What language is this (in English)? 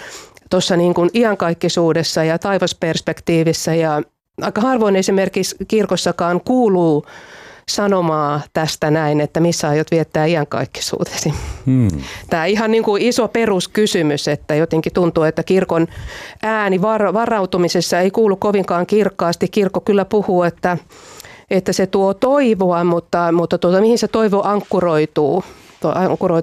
Finnish